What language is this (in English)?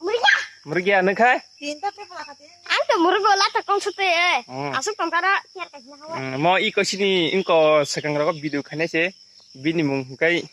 Kok Borok